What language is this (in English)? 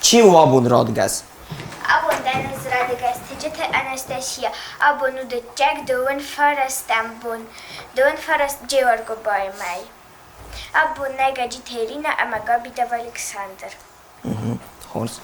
Ossetic